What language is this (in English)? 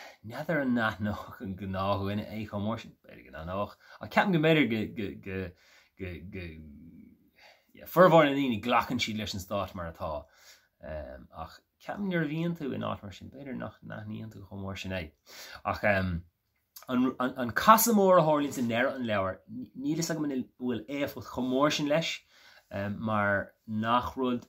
Irish